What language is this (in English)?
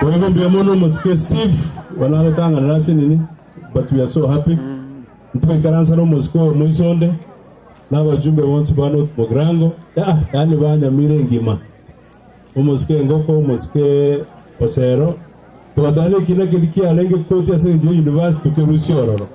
Gusii